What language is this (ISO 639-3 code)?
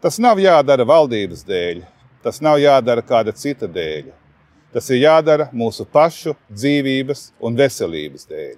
lav